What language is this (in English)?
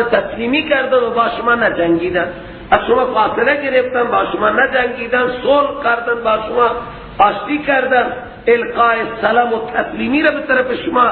Persian